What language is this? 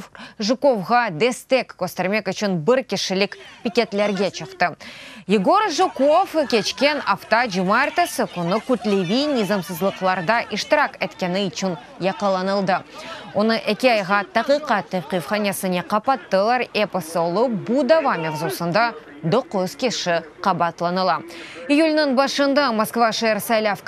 Crimean Tatar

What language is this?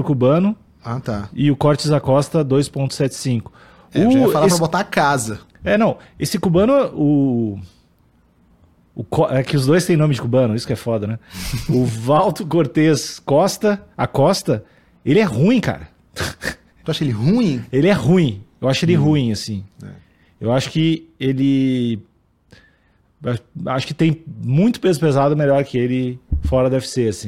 Portuguese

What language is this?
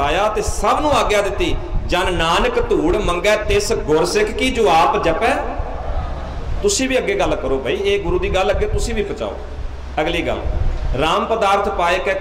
Punjabi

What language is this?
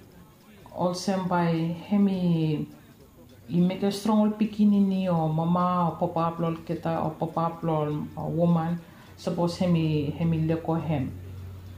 Bislama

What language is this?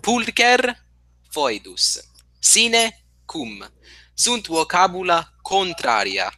Latin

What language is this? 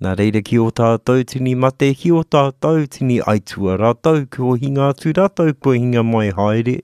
Māori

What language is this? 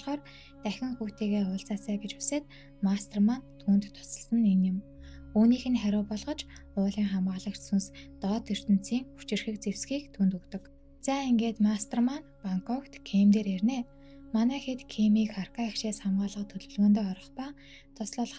Mongolian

